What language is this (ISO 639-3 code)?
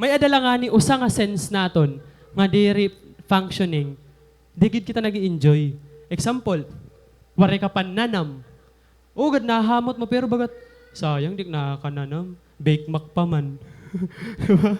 war